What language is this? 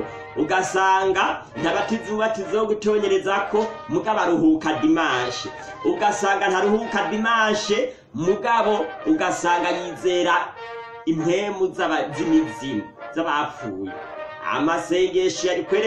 Rundi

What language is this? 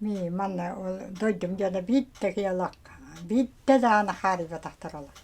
Yakut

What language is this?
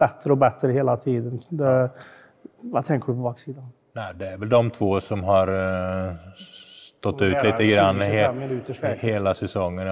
Swedish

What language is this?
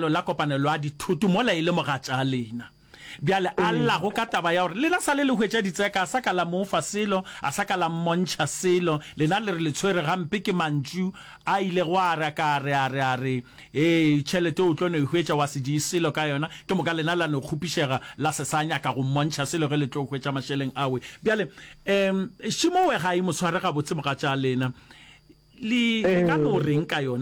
Northern Sotho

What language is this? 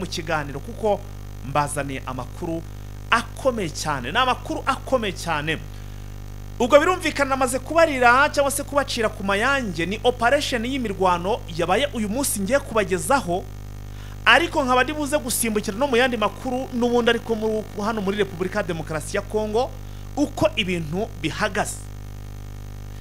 Kinyarwanda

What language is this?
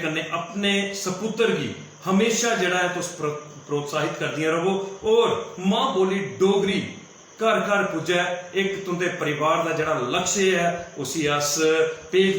Dogri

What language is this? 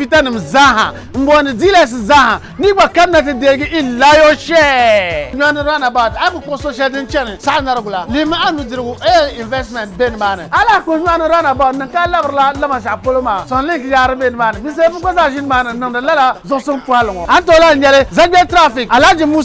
Dagbani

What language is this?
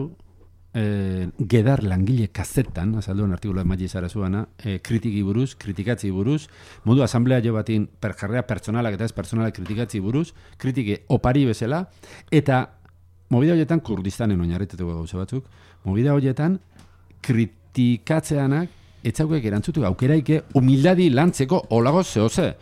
Basque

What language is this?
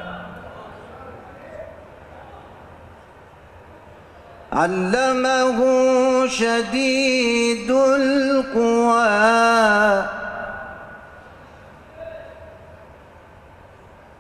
Arabic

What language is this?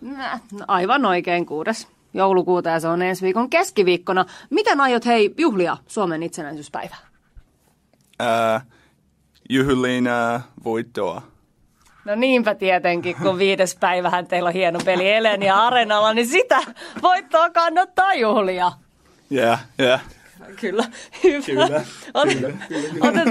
Finnish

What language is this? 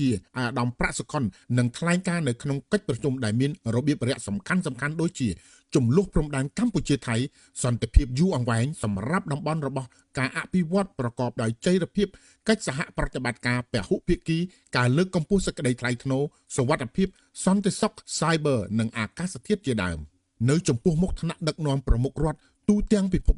Khmer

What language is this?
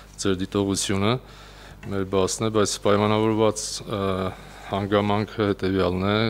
Armenian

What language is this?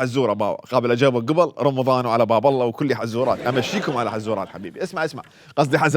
Mesopotamian Arabic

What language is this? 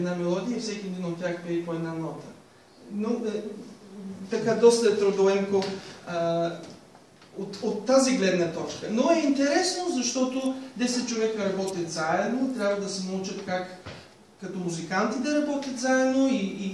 Bulgarian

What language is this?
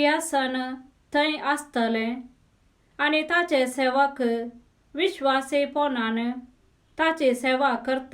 Konkani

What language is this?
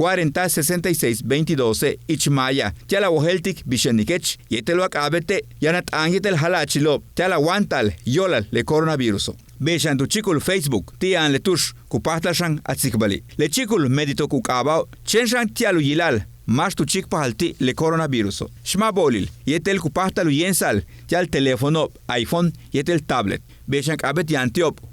Yucateco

